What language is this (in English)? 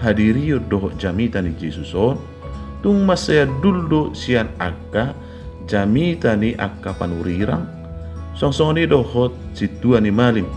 Batak Toba